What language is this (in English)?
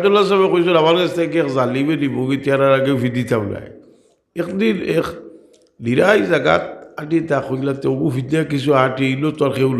Sylheti